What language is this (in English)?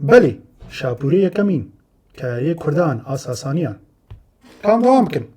Kurdish